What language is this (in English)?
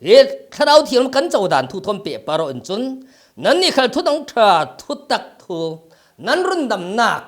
Falam Chin